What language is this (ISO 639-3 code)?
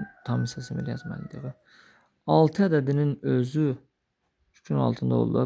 aze